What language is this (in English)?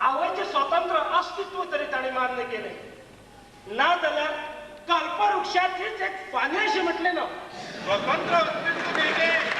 Konkani